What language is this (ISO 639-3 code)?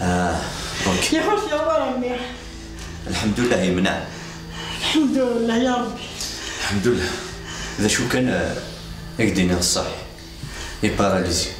kab